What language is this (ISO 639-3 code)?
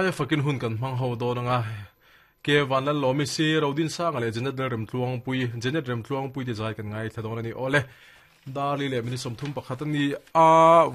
lus